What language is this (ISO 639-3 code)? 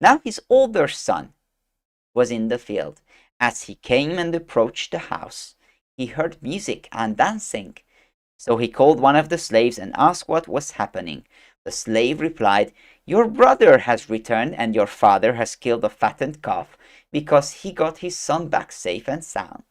eng